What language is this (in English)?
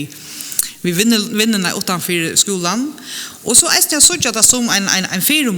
Faroese